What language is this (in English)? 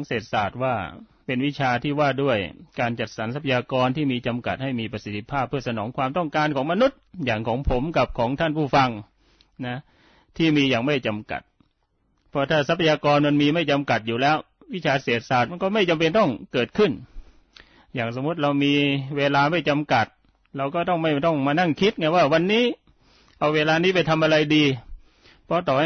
Thai